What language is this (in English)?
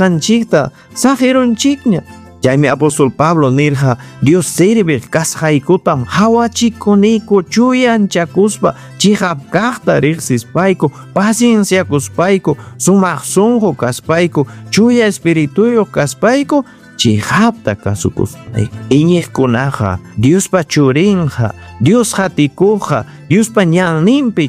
Ayacucho Quechua